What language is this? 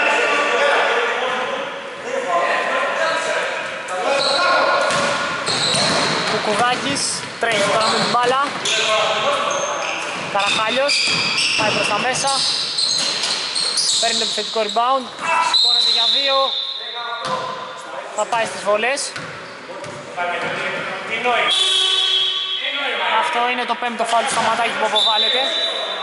Greek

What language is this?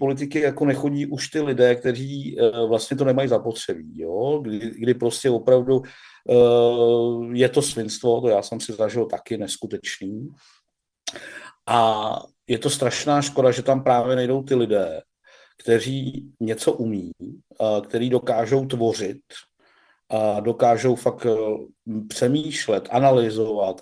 Czech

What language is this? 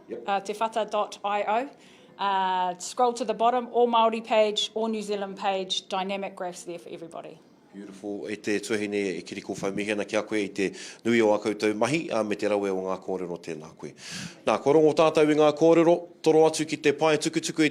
Māori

